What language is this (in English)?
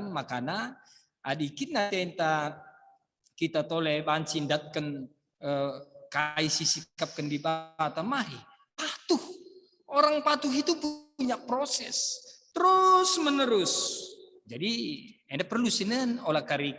Batak Karo